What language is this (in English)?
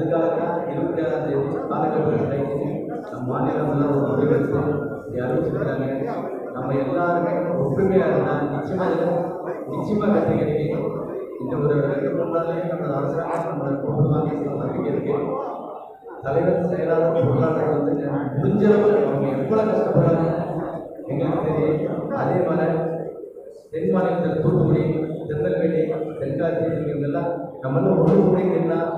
Tamil